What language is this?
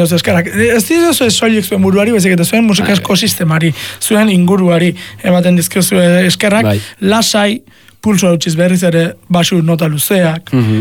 Basque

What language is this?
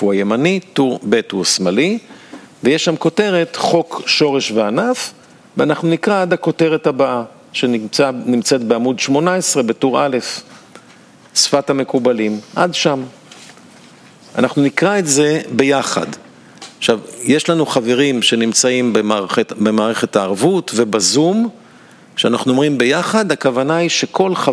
Hebrew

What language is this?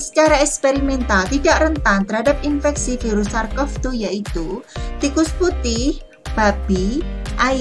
Indonesian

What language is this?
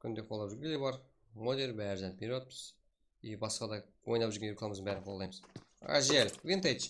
Kara-Kalpak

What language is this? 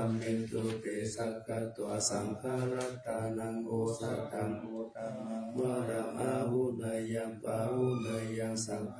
Pali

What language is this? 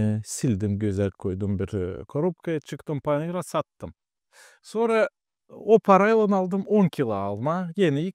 Gagauz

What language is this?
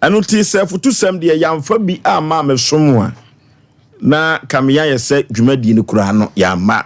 Akan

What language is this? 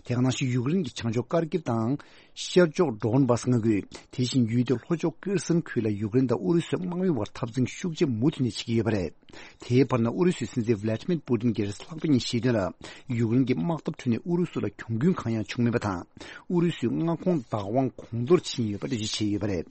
Tibetan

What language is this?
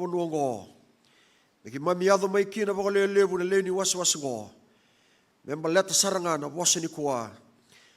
Fijian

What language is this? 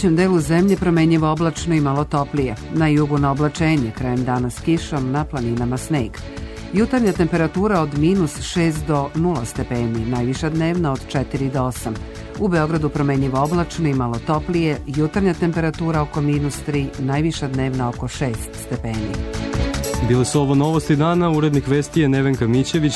Serbian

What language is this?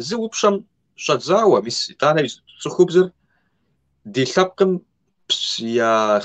Kabardian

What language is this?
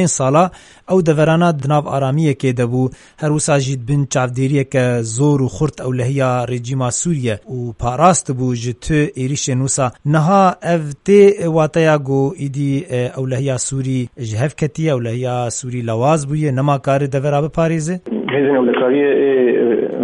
Kurdish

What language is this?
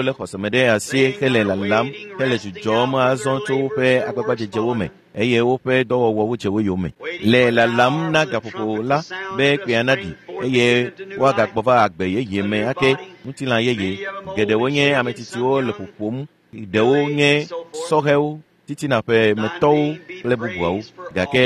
Ewe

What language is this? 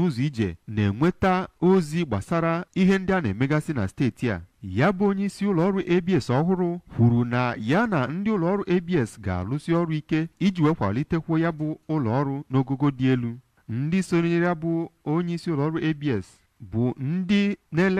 Igbo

